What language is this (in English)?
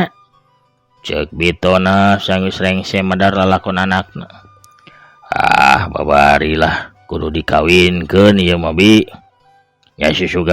Sundanese